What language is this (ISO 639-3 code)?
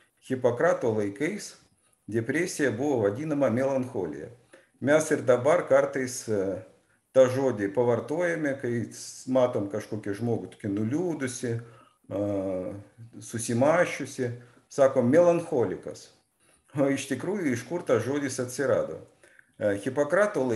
lit